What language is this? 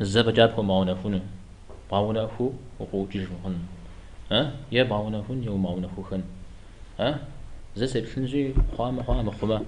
Kabardian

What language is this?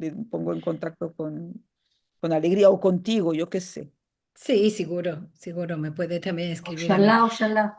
Ladino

